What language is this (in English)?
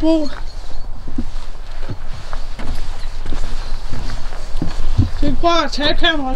Danish